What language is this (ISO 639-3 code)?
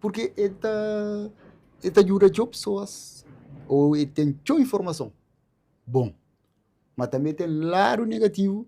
kea